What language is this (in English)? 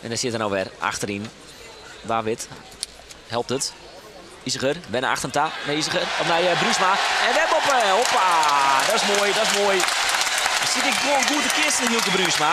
Western Frisian